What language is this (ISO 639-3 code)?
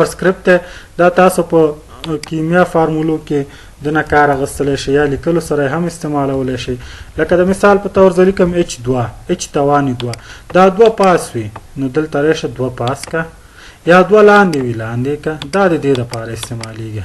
pus